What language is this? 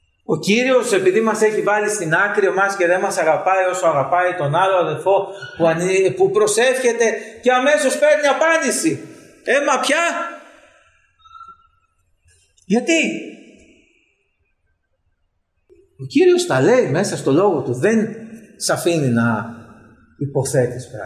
Greek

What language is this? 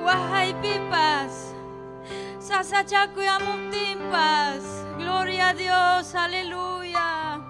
Ayacucho Quechua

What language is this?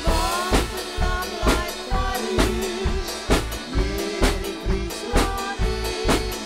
Western Frisian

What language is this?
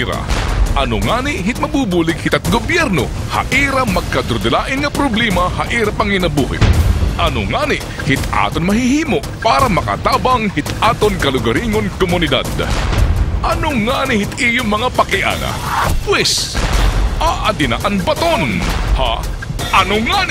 Waray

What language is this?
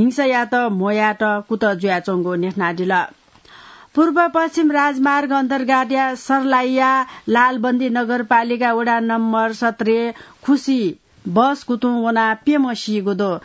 Newari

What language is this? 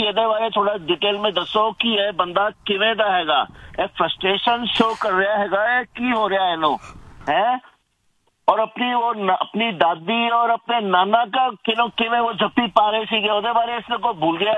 Punjabi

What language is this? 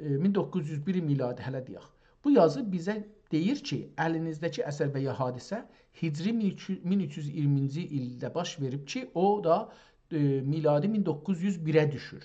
South Azerbaijani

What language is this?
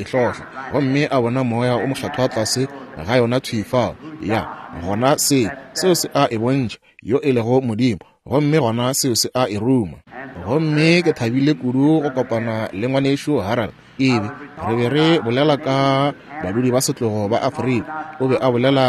Northern Sotho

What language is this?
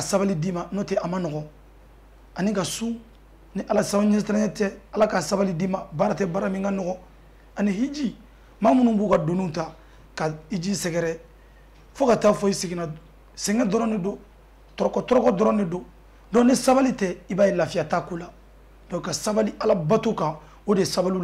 Bambara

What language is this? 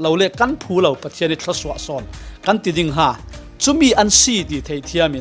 Falam Chin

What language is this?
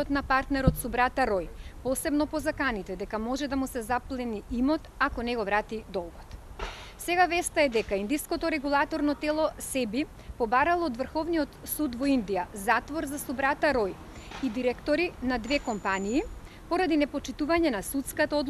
Macedonian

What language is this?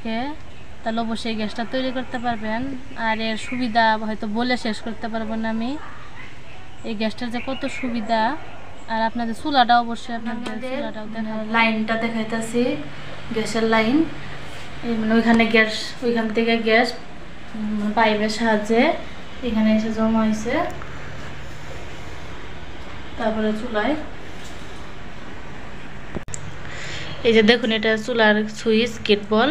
Bangla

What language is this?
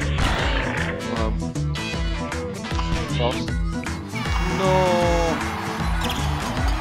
Dutch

